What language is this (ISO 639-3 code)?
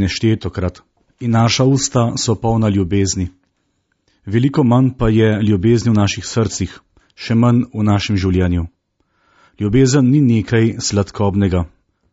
slv